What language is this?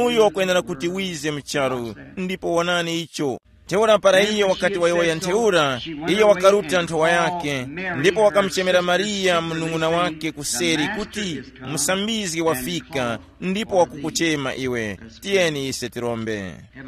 Tumbuka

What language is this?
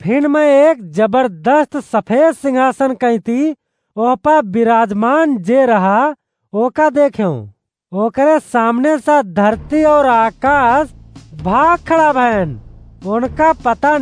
Awadhi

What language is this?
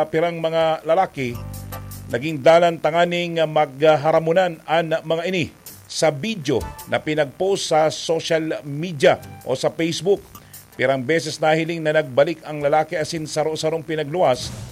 Bikol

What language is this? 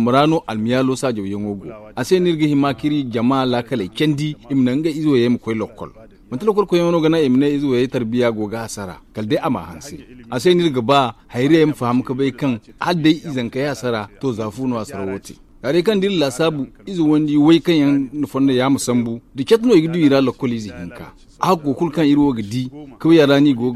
Zarma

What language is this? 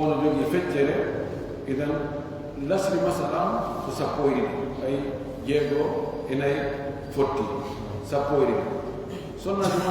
Pular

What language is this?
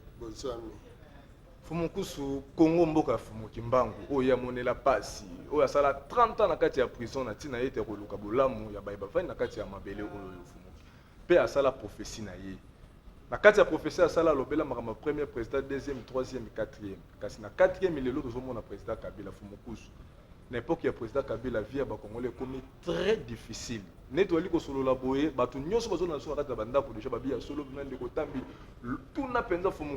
Lingala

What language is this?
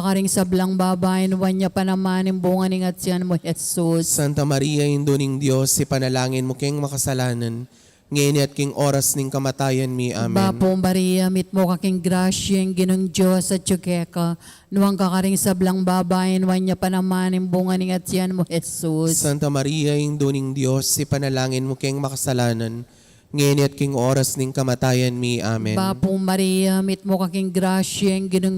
Pampanga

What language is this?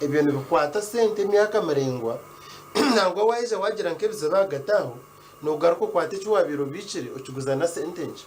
Nyankole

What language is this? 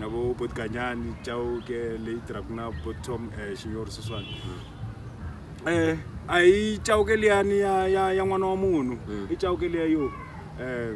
Tsonga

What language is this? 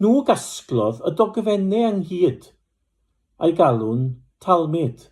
Welsh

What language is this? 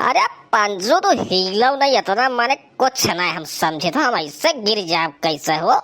Awadhi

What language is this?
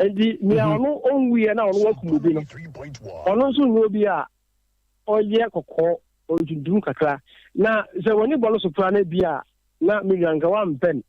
Akan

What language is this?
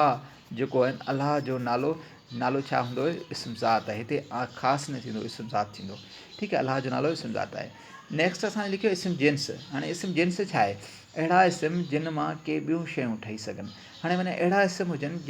Sindhi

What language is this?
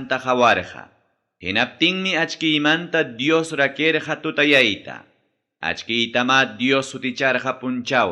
Ayacucho Quechua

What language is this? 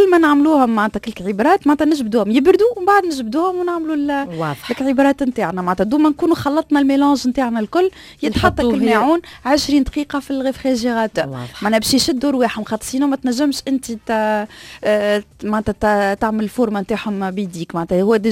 Tunisian Arabic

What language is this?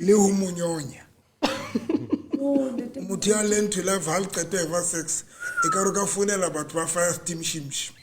Southern Sotho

